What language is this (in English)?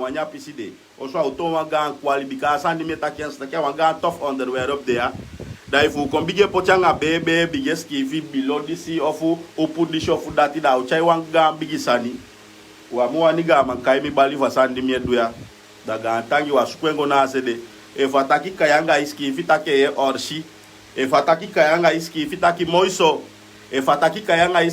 Sranan Tongo